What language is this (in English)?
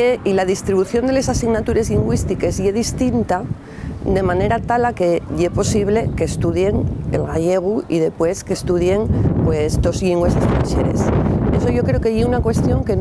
Asturian